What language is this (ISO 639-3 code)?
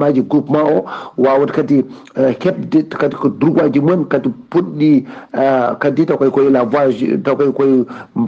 ful